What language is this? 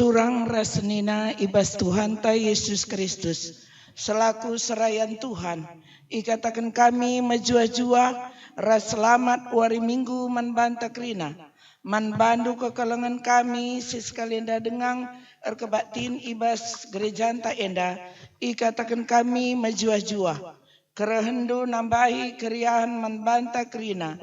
Batak Karo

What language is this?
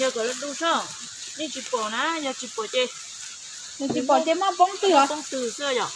Hmong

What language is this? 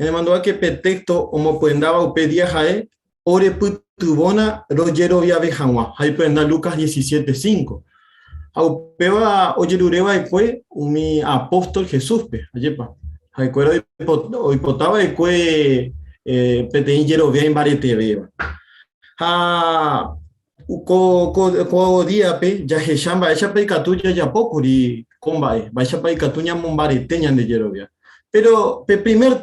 Guarani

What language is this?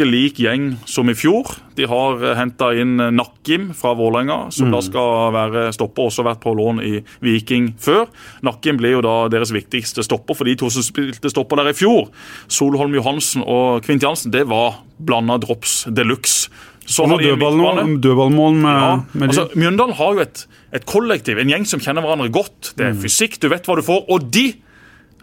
Norwegian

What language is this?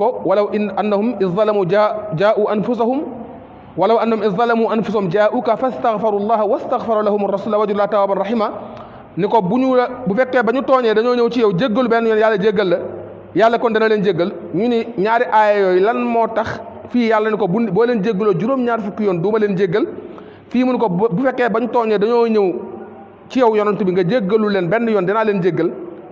Wolof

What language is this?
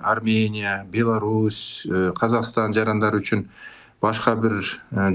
Kyrgyz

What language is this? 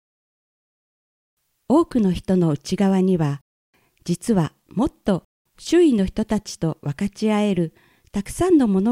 Japanese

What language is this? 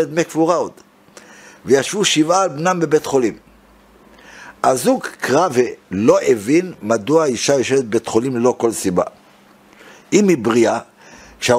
Hebrew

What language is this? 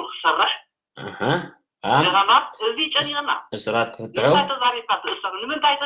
Tigrinya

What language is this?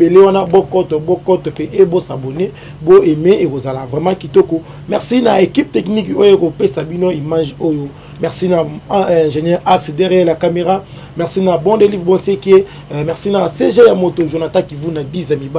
Lingala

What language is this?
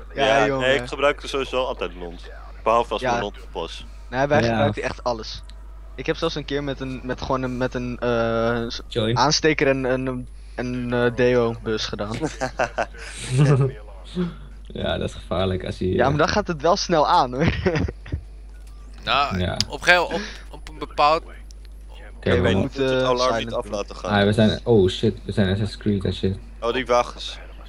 Dutch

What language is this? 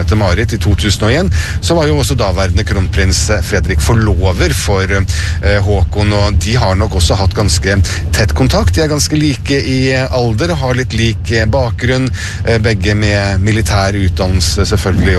Norwegian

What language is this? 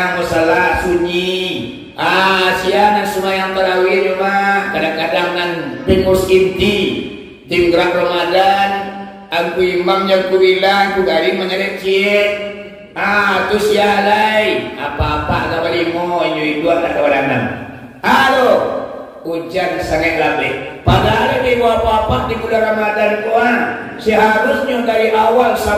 Minangkabau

